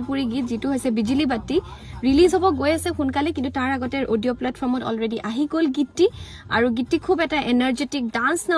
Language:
Assamese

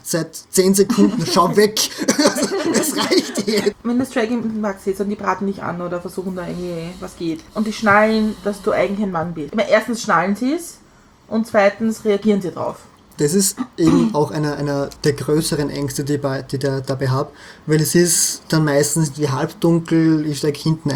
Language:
German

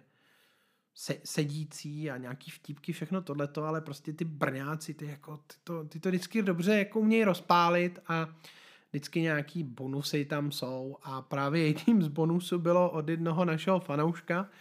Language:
Czech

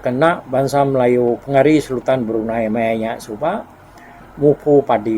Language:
Iban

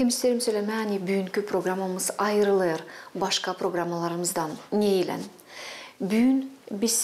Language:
Gagauz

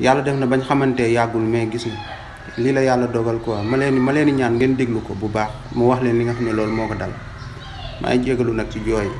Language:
Wolof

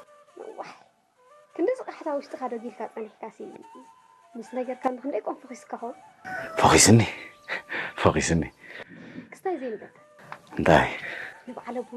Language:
Tigrinya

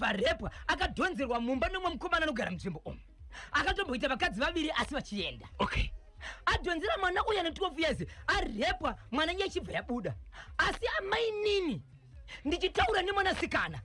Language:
Shona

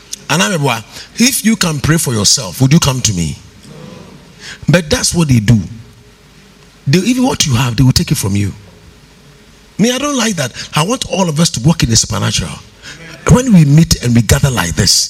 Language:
English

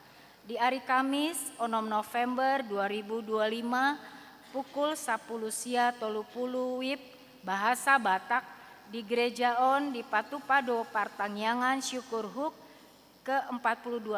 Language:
Batak Toba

